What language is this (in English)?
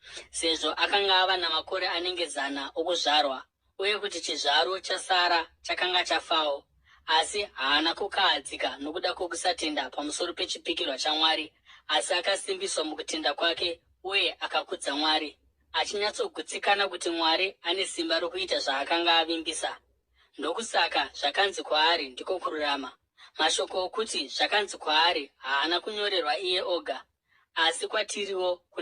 Shona